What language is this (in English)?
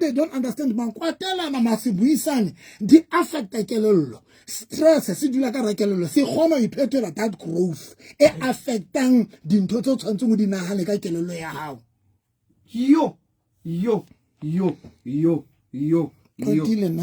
Southern Sotho